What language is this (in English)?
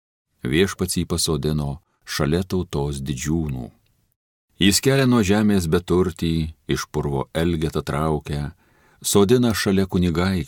Lithuanian